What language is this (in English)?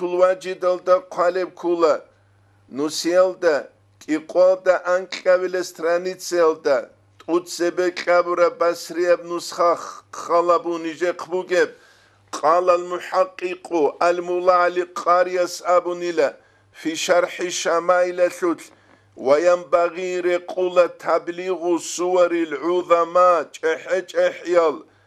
Avaric